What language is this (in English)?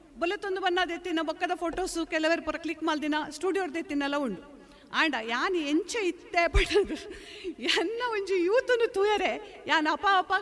Tulu